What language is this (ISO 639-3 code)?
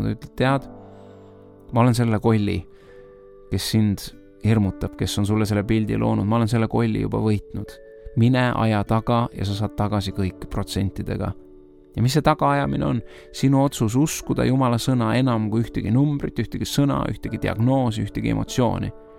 est